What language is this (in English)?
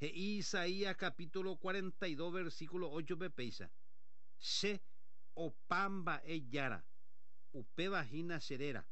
Guarani